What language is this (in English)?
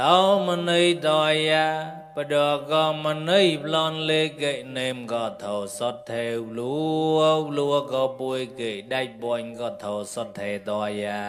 Mon